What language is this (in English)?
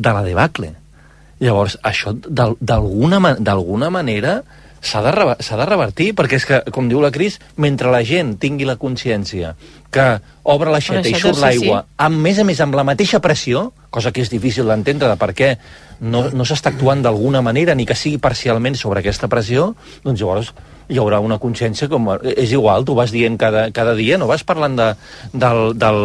Catalan